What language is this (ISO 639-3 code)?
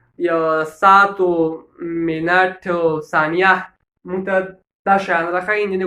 pus